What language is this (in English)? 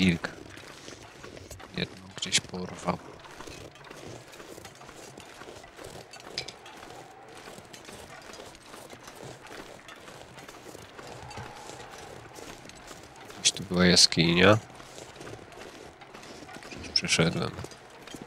Polish